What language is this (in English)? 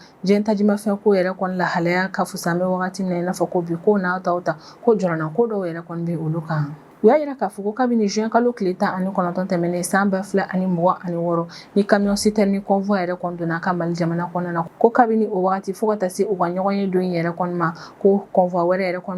Bambara